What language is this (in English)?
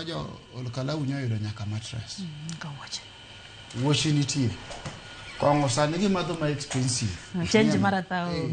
Luo (Kenya and Tanzania)